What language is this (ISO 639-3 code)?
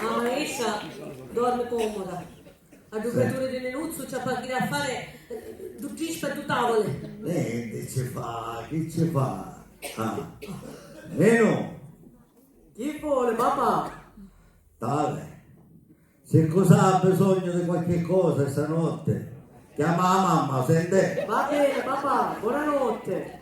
scn